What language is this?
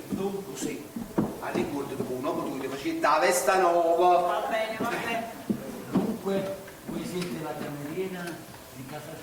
Neapolitan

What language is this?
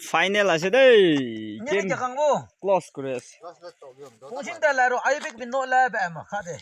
Naga Pidgin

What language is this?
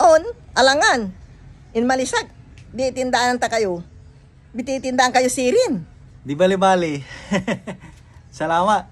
Pangasinan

